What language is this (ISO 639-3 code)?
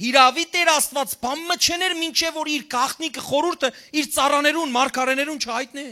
hyw